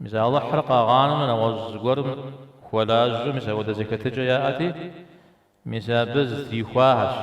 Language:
Kabardian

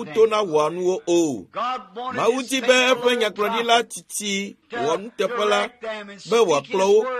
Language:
Ewe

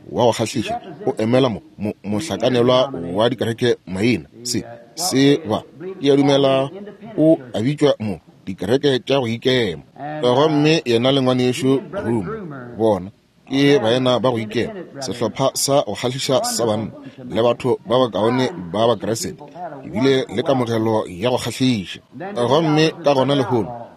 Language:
Northern Sotho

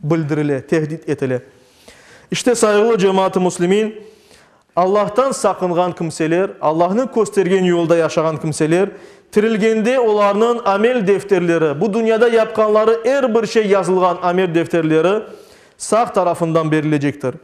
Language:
Crimean Tatar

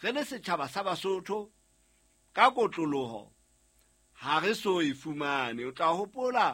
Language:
Southern Sotho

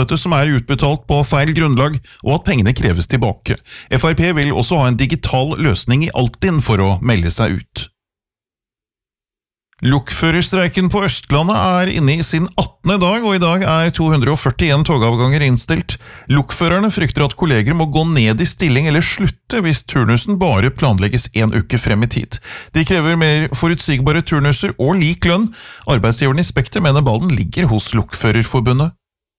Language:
Norwegian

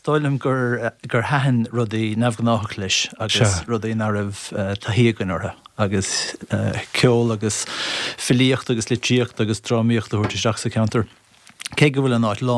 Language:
Irish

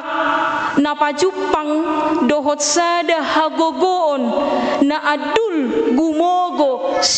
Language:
Batak Toba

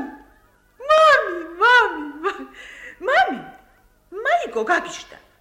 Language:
Georgian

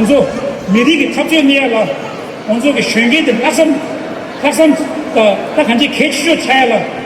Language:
Tibetan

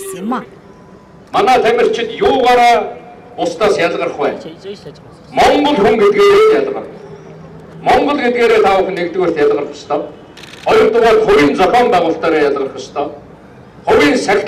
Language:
Mongolian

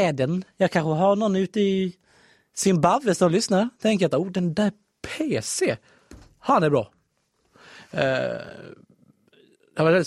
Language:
Swedish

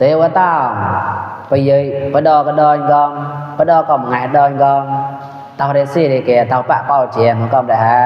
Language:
Mon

